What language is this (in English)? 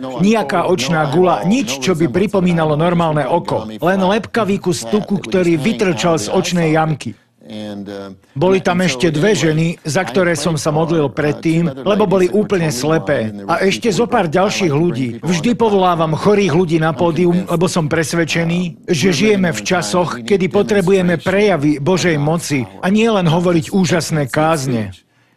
Slovak